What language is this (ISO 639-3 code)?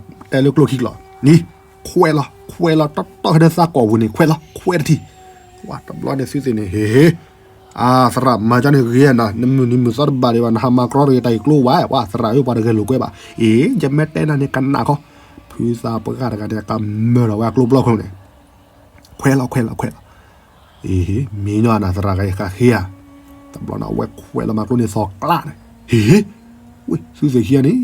ksw